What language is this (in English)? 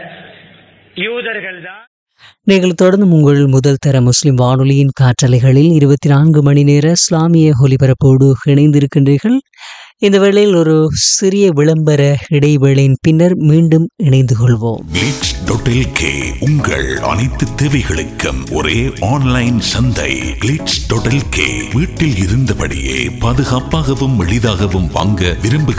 Tamil